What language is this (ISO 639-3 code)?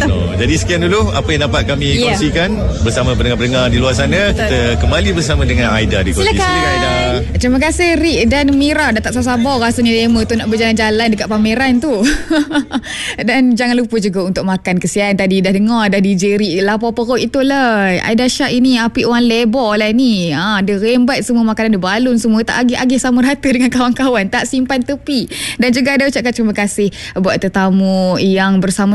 msa